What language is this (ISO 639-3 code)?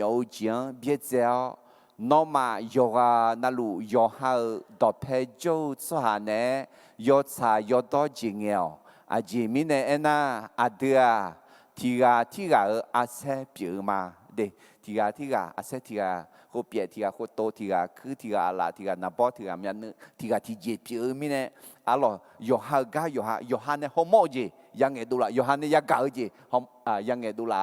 ahk